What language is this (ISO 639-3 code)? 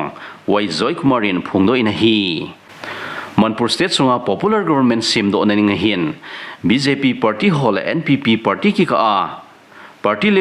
tcz